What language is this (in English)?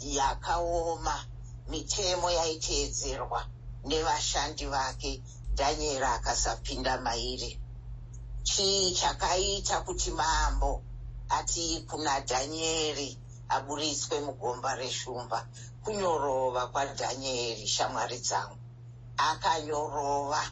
Shona